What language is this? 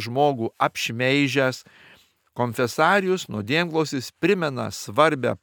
Lithuanian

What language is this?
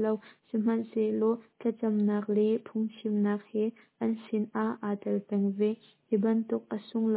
Hakha Chin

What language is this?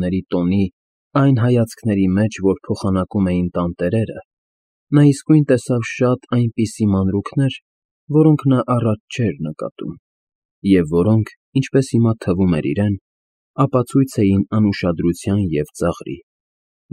Armenian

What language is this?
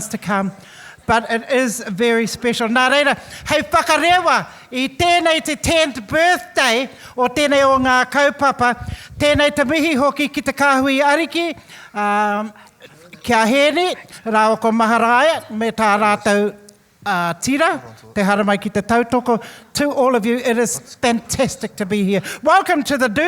Māori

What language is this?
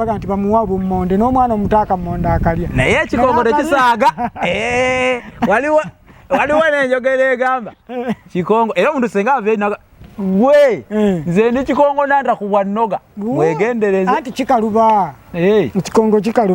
Ganda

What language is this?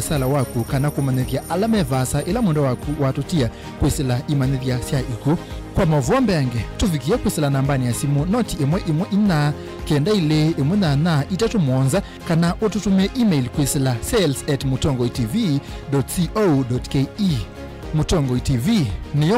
Kamba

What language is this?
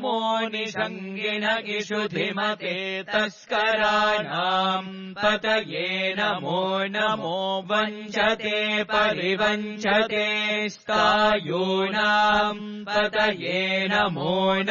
Sanskrit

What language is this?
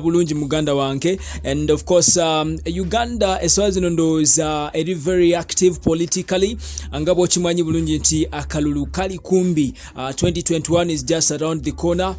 Ganda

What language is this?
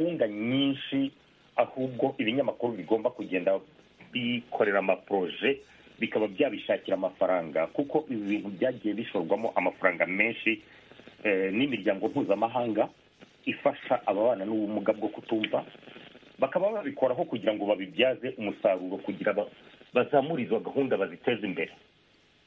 Kinyarwanda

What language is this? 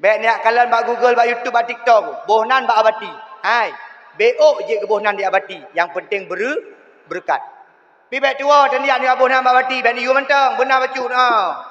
Achinese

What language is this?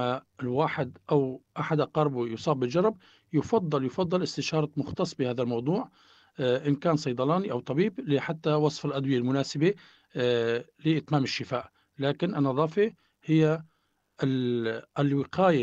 North Levantine Arabic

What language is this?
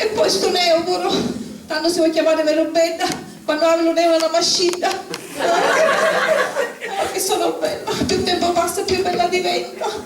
Sicilian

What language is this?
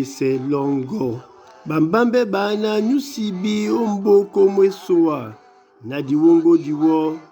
Duala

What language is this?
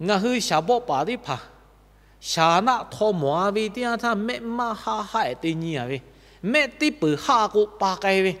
Lahu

